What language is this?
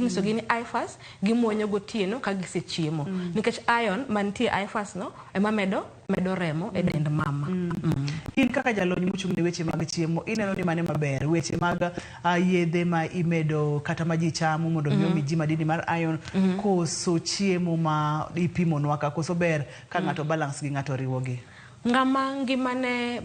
Luo (Kenya and Tanzania)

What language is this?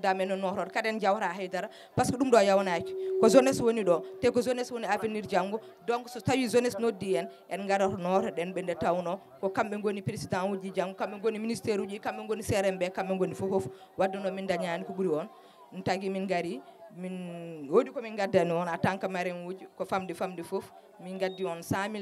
Fula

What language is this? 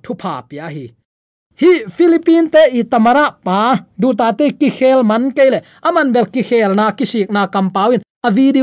Tedim Chin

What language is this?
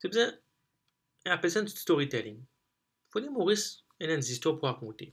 Morisyen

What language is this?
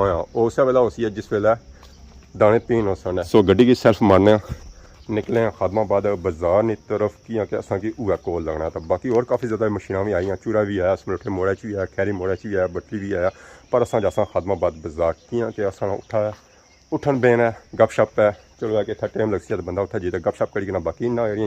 Pahari-Potwari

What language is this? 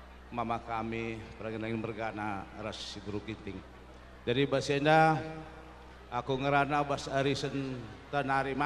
Batak Karo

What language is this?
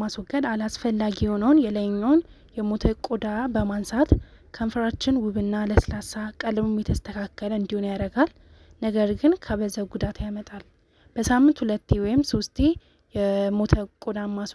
Amharic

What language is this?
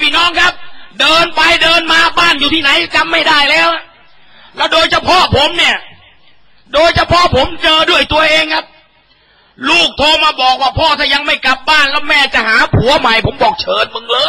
Thai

